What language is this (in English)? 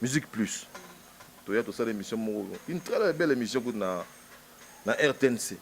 Lingala